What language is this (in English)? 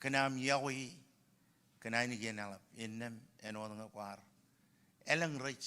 Marshallese